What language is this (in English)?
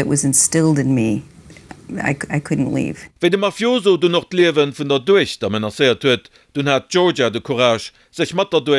Luxembourgish